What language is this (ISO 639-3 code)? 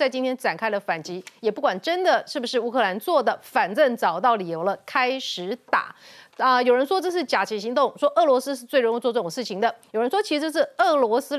zho